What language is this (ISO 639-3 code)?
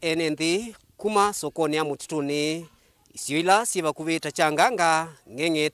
kam